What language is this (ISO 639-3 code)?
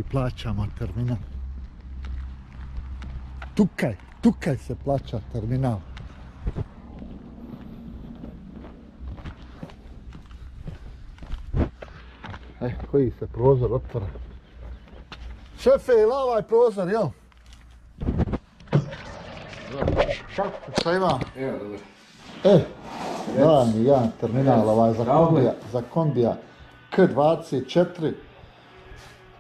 hrv